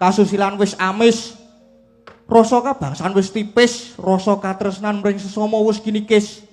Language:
Javanese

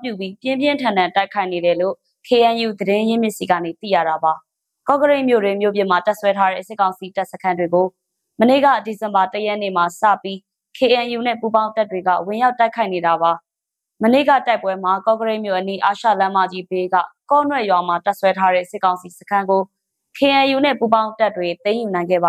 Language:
Burmese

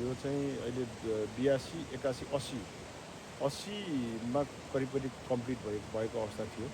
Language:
Nepali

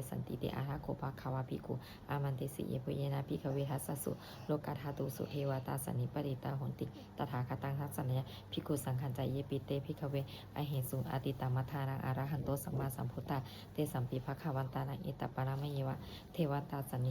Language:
Pali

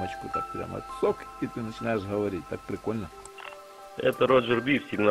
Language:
Russian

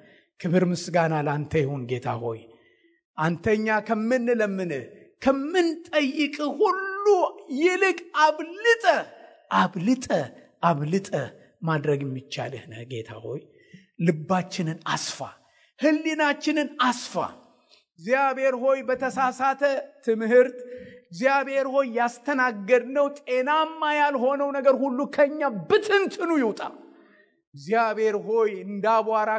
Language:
Amharic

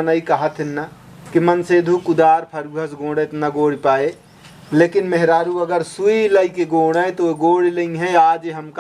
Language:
Awadhi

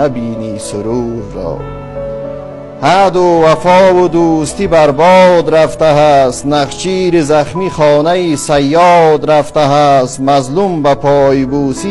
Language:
Persian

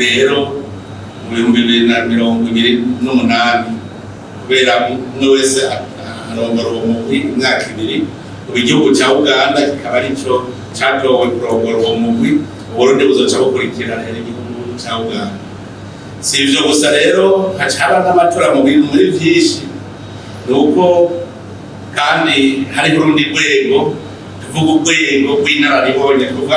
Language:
Rundi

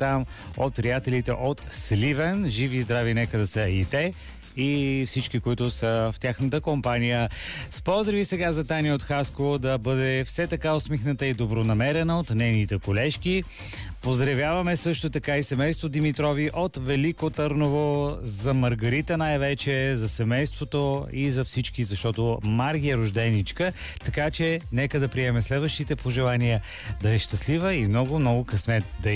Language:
Bulgarian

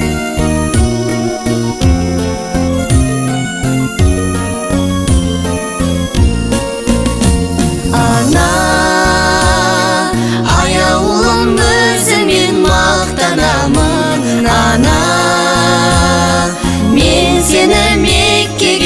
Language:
Kazakh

